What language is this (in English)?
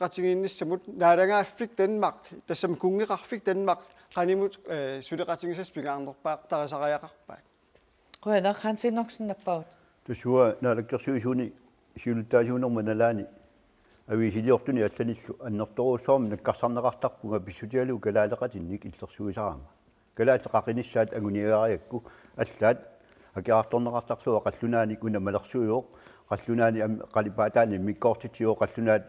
Kalaallisut